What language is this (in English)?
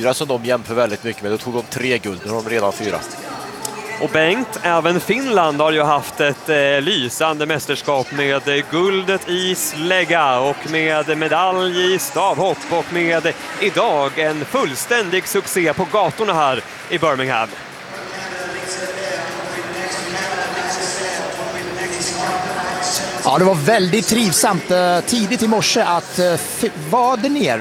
Swedish